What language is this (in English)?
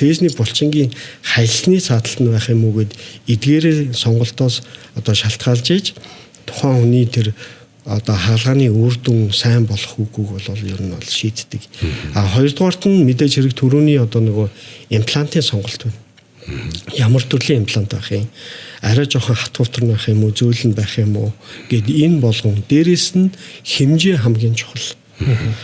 Mongolian